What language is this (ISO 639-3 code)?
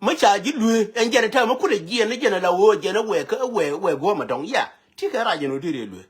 nus